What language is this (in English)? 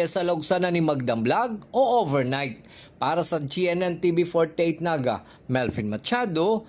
Bikol